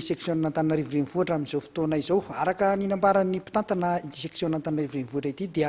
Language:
Malagasy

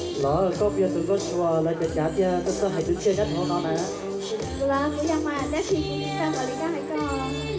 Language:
Hmong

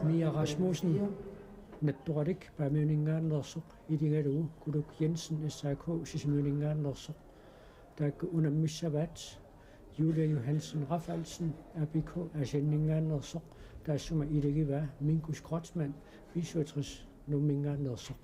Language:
Kalaallisut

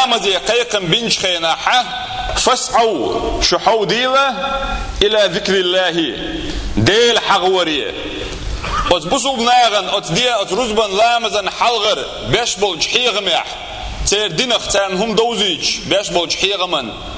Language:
Chechen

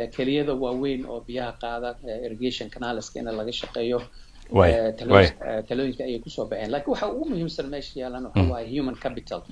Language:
Somali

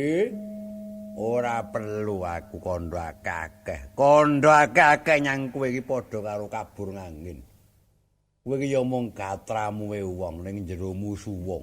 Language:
Javanese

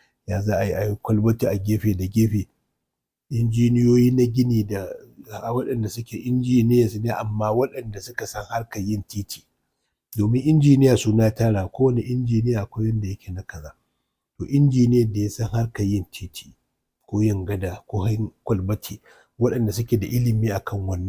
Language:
Hausa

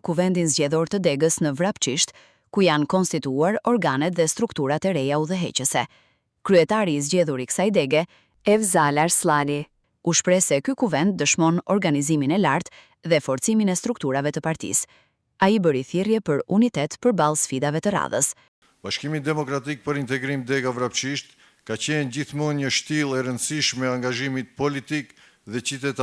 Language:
Albanian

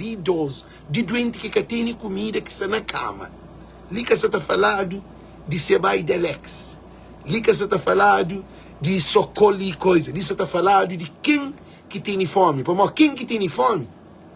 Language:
Kabuverdianu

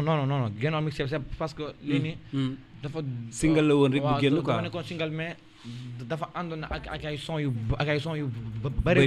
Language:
Wolof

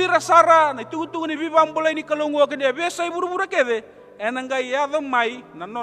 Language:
Fijian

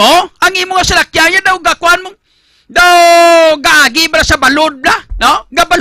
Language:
Hiligaynon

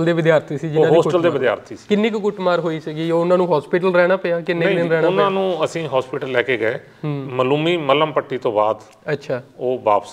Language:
Punjabi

